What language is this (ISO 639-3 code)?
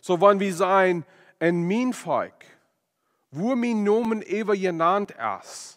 pdt